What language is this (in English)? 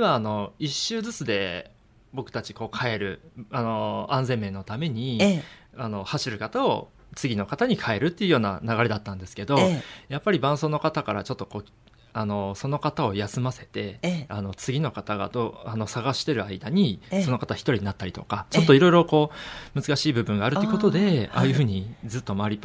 Japanese